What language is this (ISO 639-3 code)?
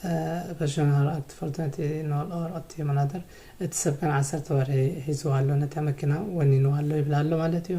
tir